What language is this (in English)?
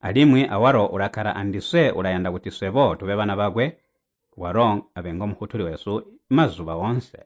Tonga (Zambia)